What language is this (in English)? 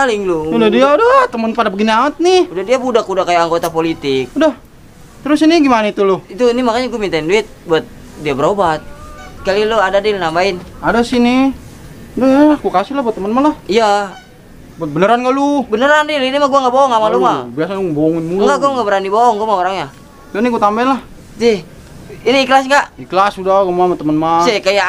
Betawi